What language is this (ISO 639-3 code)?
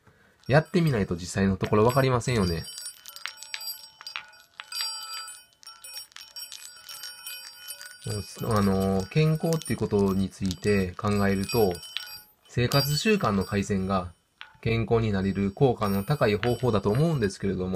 jpn